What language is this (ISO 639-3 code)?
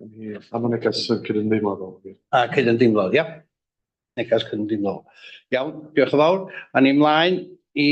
cym